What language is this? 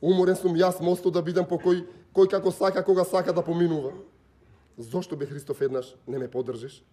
Macedonian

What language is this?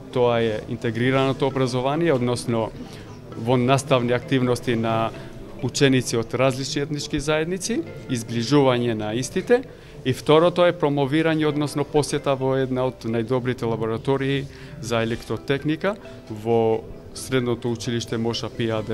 Macedonian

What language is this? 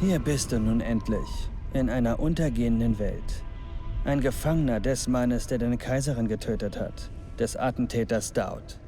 Bavarian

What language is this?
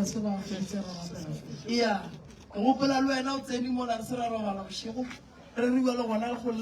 Northern Sotho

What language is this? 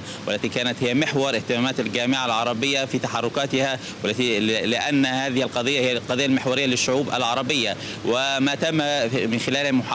Arabic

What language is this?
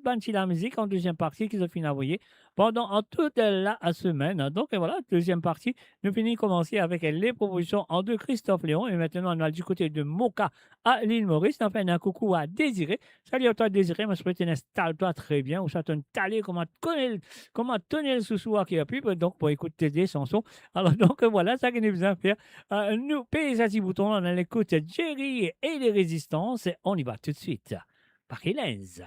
Morisyen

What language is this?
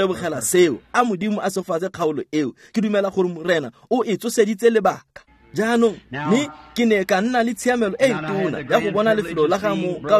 Tswana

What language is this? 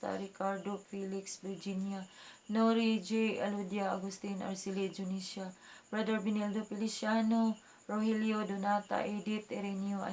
Cebuano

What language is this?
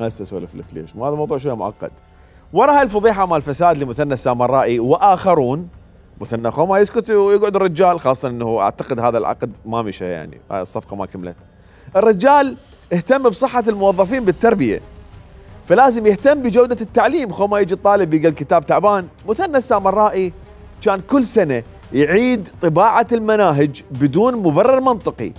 Mesopotamian Arabic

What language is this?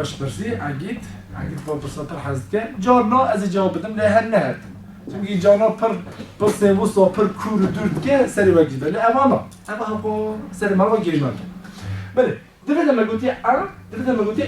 Kurdish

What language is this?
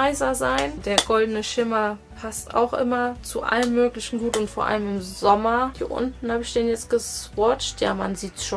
German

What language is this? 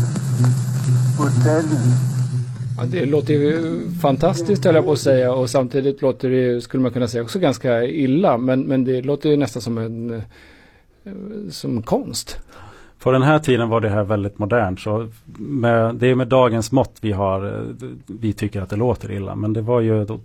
Swedish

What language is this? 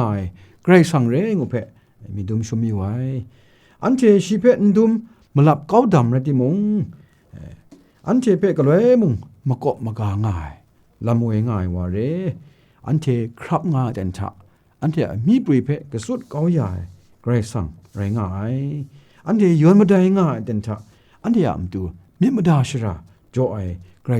Kachin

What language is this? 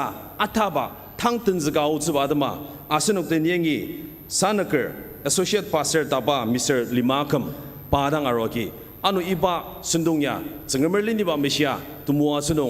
Ao Naga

